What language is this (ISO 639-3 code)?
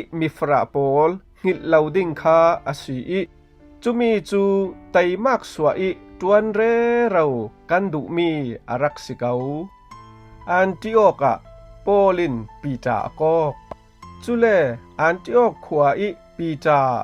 cfm